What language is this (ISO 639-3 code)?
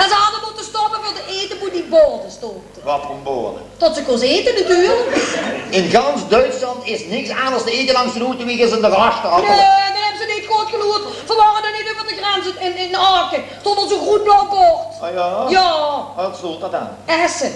lim